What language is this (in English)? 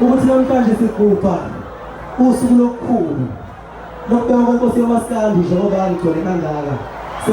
Zulu